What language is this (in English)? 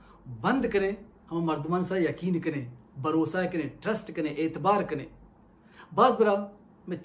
Baluchi